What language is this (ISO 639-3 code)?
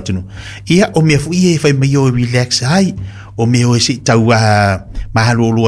smo